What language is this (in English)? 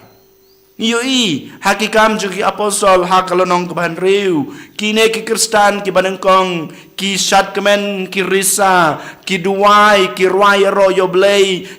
Khasi